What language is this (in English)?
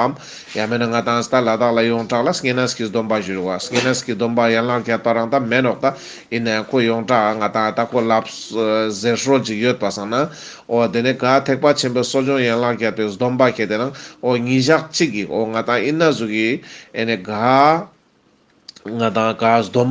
Ladakhi